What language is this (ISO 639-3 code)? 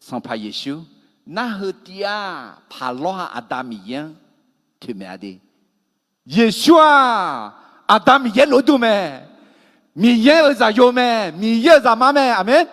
ahk